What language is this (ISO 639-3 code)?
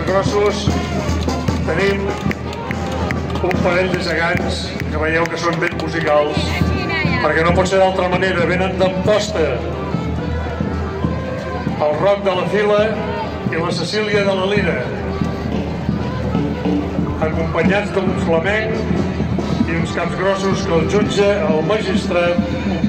cat